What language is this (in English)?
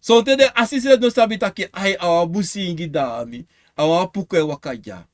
Sranan Tongo